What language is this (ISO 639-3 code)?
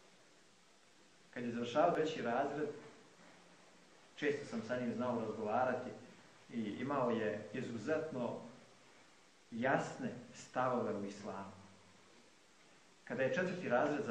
bos